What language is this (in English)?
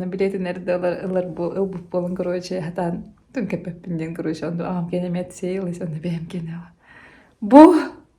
Yakut